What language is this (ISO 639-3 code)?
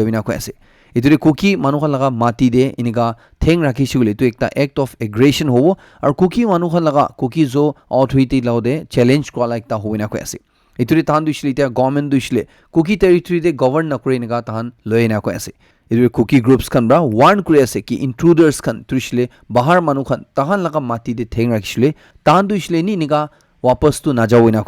nag